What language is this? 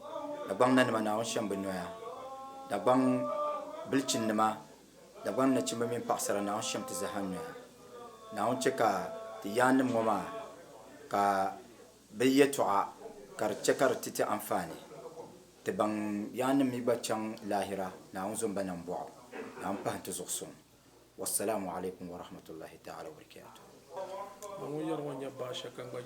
Dagbani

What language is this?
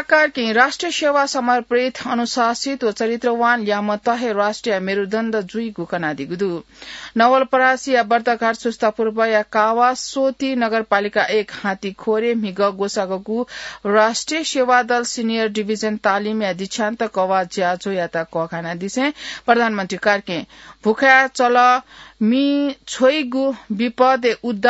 Newari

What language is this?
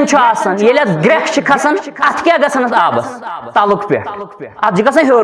Kashmiri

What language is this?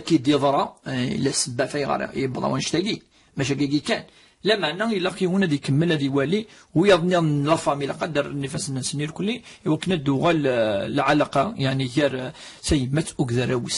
Kabyle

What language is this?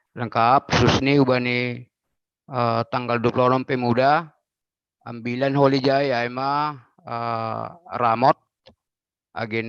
Batak Simalungun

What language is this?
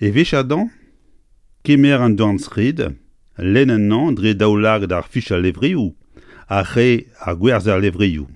Breton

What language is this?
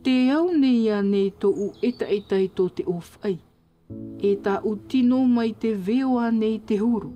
Tahitian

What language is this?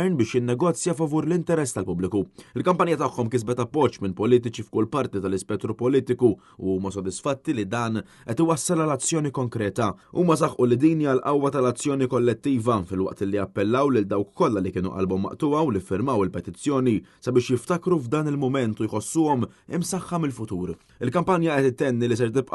Maltese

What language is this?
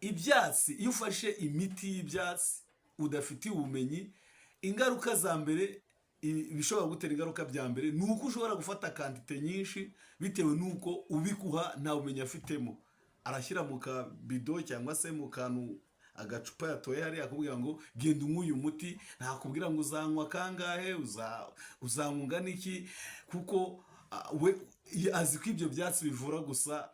Kinyarwanda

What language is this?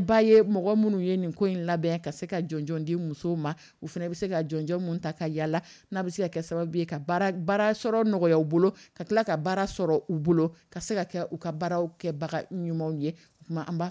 Dyula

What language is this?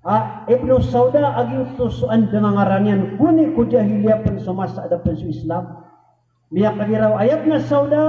Maranao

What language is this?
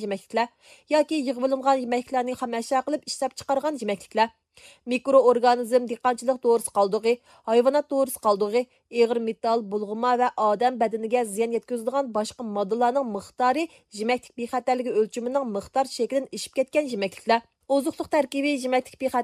Uyghur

